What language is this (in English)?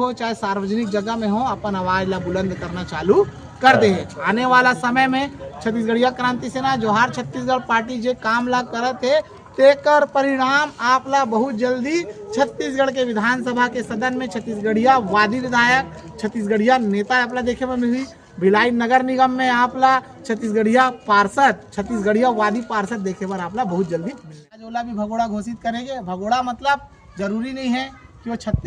Chhattisgarhi